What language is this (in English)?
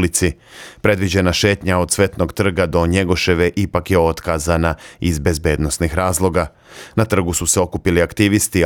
Serbian